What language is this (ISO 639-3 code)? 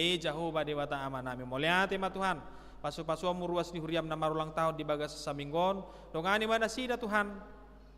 bbc